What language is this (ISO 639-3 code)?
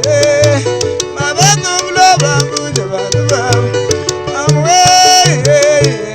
lua